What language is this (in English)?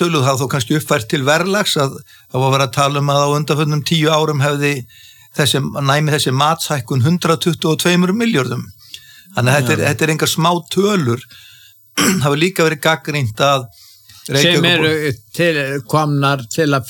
Icelandic